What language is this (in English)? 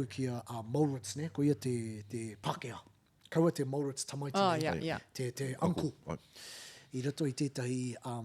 Māori